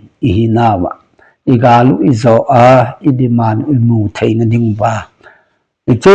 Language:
Thado Chin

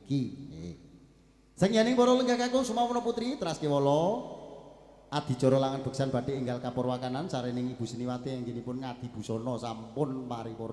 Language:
Javanese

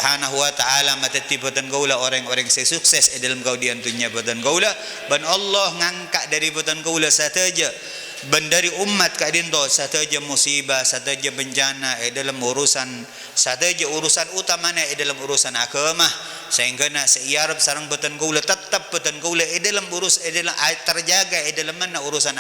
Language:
Madurese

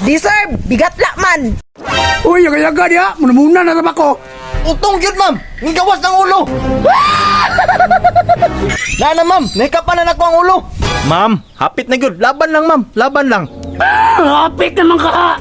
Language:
Cebuano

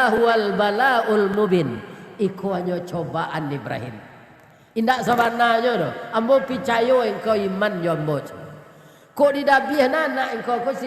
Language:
Minangkabau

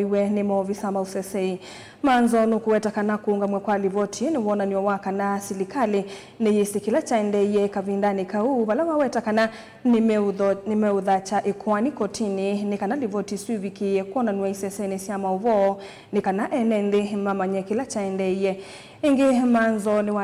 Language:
Kamba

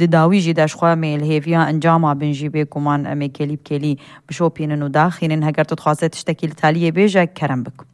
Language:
Kurdish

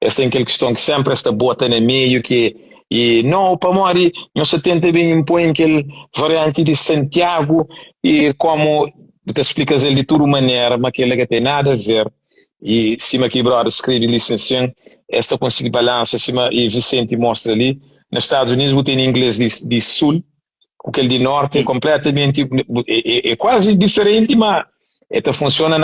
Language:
Kabuverdianu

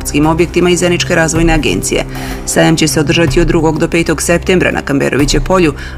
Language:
Bosnian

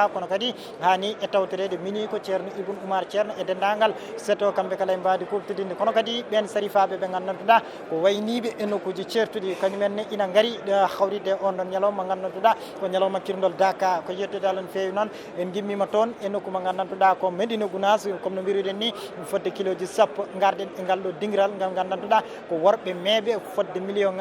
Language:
Fula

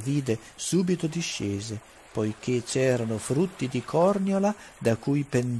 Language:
Italian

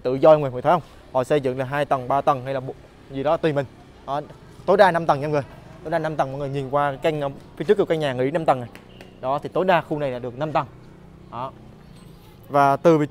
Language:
Vietnamese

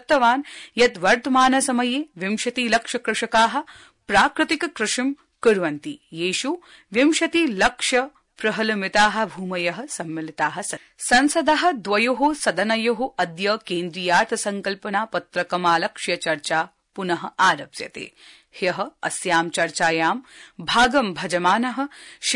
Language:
Sanskrit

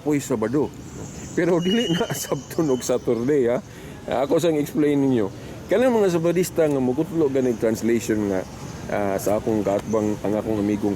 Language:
Cebuano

